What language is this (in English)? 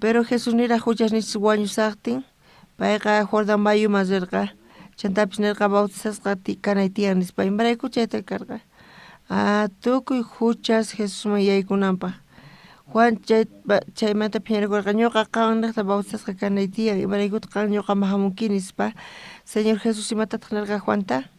South Bolivian Quechua